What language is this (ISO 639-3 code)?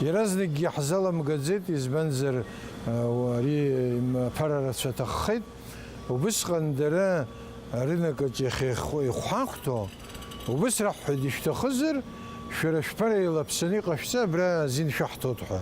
abk